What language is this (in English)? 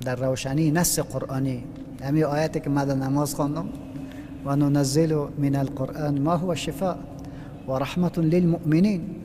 Persian